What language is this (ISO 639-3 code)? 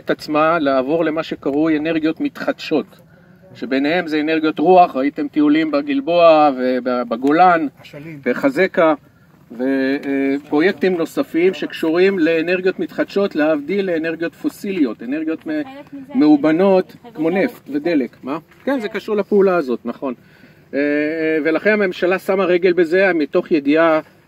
heb